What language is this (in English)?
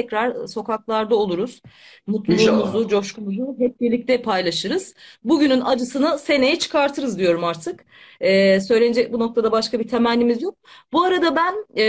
Turkish